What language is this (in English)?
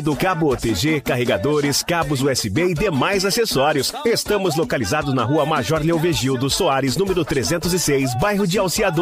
Portuguese